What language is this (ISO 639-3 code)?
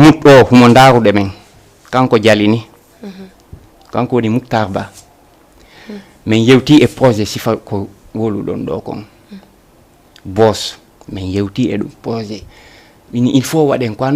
ful